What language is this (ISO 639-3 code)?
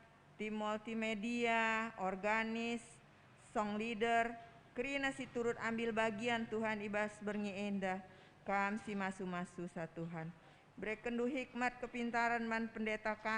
btx